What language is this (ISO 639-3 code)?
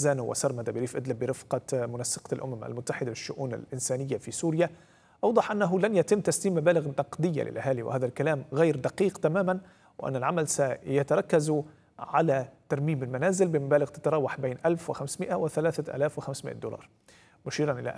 ara